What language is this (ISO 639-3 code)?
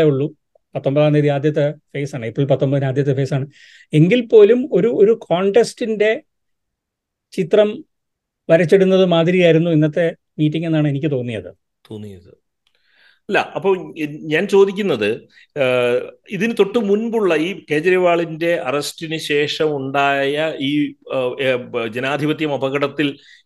mal